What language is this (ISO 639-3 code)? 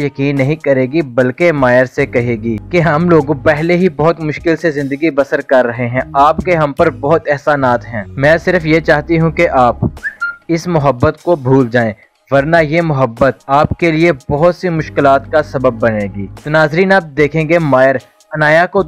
urd